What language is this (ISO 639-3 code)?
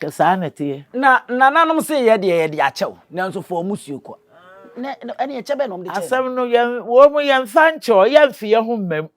aka